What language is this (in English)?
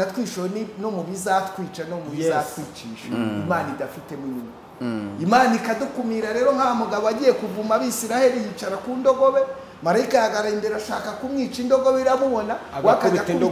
Kinyarwanda